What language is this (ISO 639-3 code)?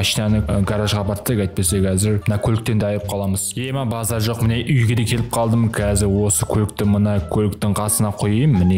kaz